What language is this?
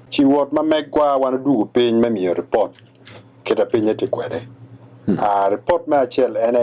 Acoli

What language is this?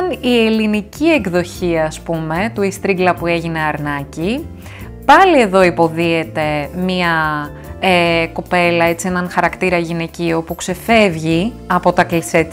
Greek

